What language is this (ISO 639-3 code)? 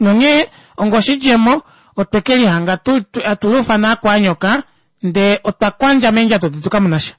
kua